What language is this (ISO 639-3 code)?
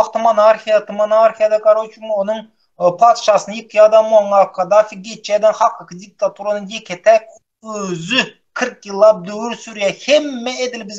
tuk